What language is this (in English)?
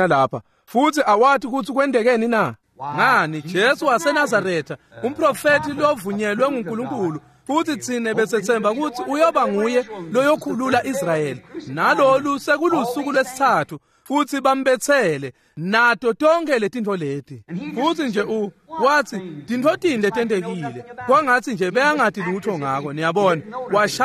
Swati